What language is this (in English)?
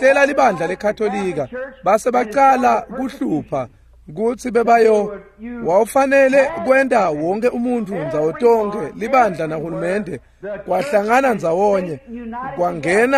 Swati